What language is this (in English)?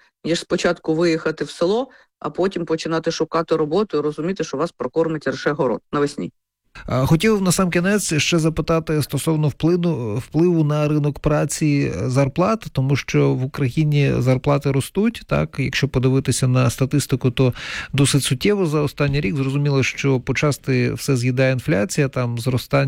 Ukrainian